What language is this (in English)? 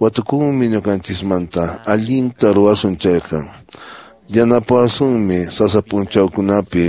Quechua